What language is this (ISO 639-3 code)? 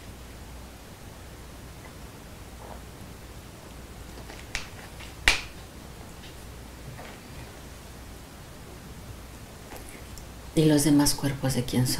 spa